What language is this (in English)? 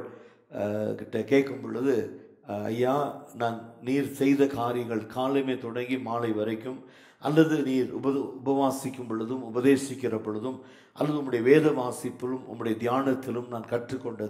Tamil